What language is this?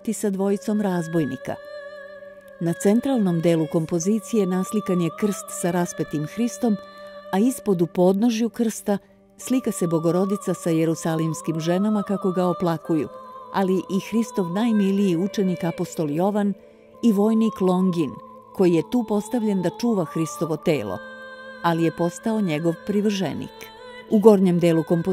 Serbian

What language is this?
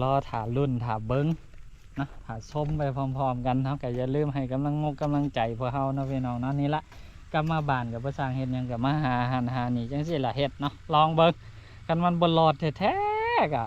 Lao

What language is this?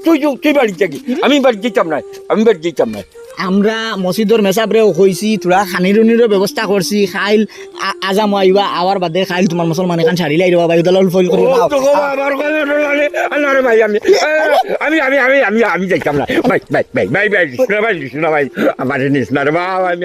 Sylheti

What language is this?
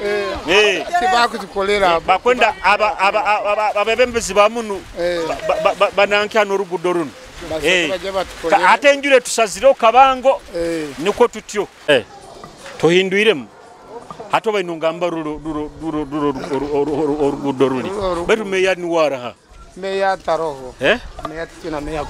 Nyoro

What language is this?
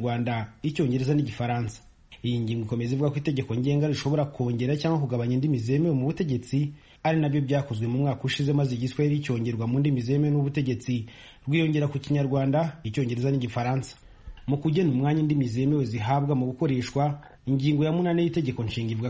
Kinyarwanda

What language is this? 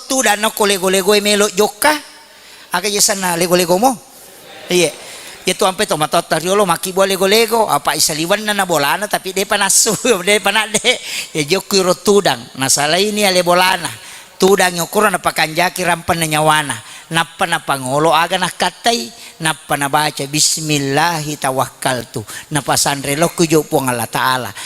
Buginese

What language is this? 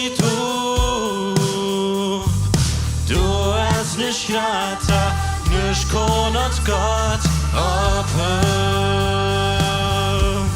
Plautdietsch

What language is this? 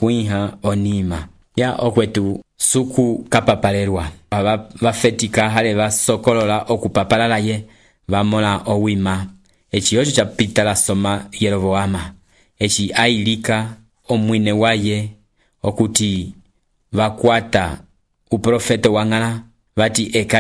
Umbundu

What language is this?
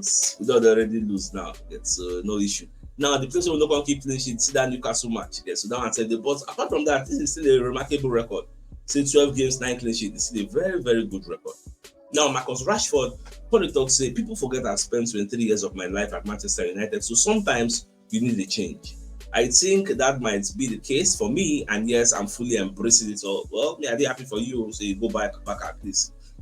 Nigerian Pidgin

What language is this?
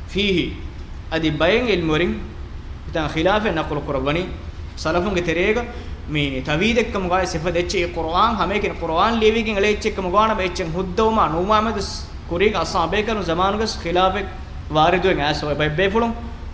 Divehi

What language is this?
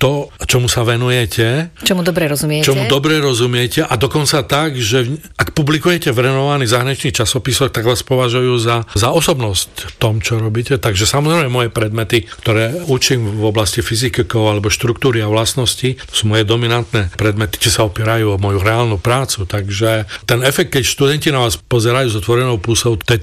Slovak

